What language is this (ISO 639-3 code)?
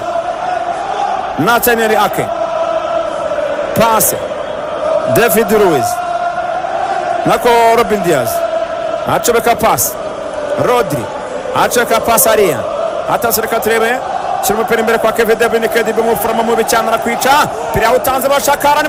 kin